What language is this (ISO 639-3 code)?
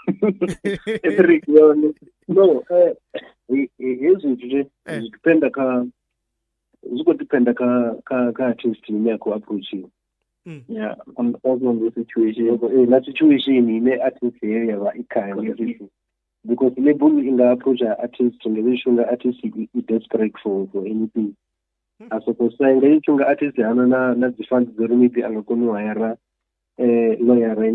ven